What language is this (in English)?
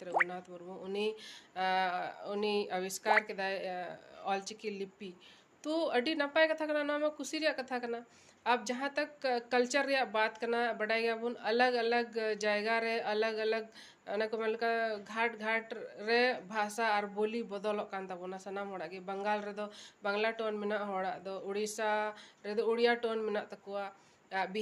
Santali